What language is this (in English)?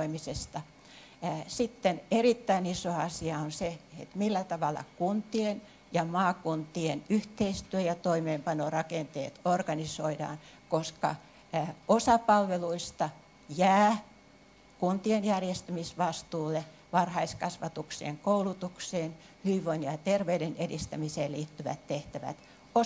Finnish